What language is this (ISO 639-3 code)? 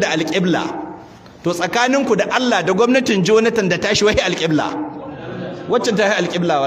hau